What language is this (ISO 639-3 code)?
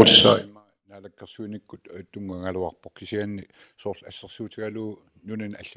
kal